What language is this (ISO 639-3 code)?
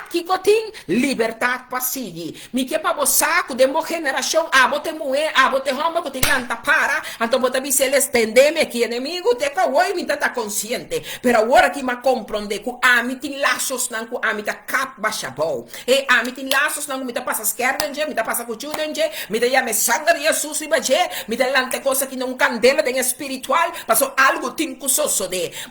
pap